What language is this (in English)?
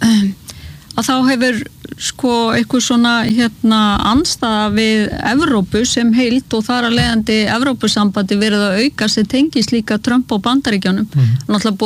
Icelandic